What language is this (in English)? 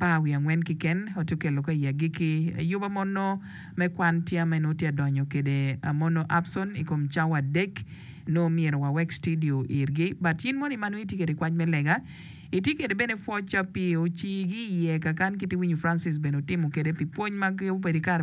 Acoli